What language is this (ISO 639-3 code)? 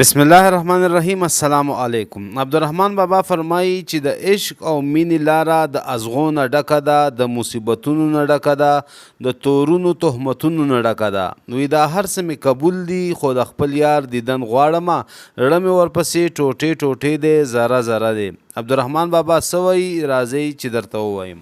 pus